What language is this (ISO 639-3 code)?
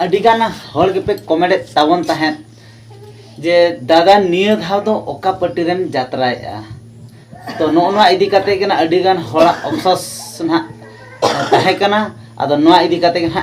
sat